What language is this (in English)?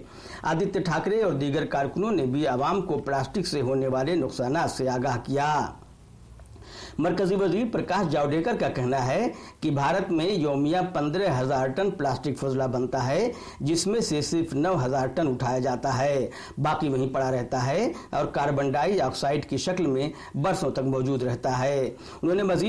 Urdu